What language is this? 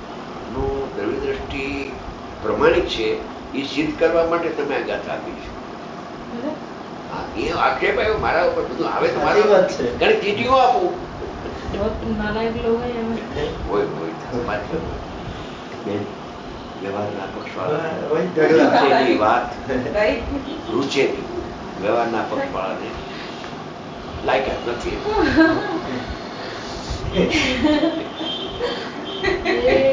Gujarati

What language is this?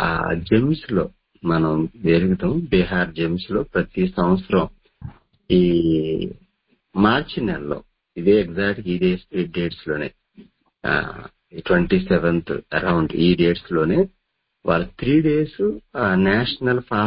Telugu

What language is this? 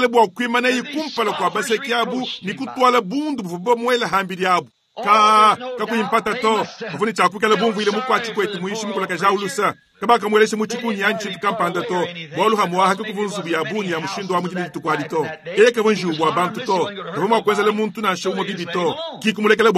Luba-Lulua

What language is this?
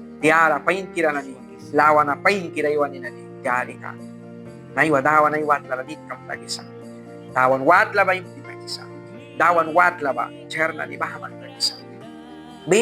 Mískito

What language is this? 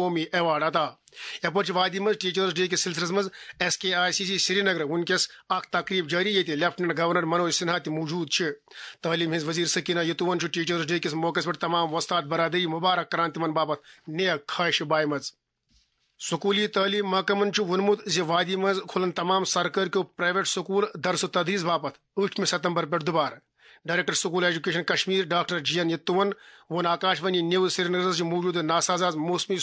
Kashmiri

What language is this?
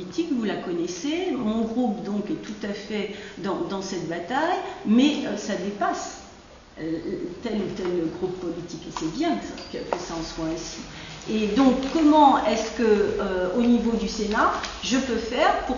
French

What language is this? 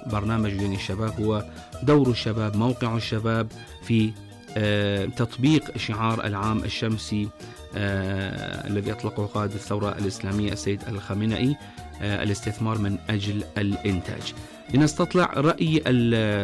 Arabic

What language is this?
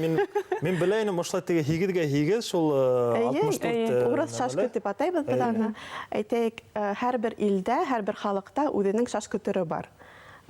Bashkir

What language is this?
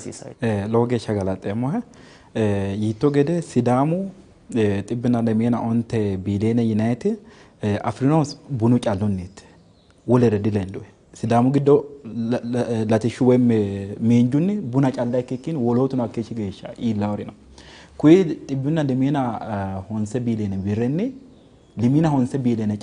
Sidamo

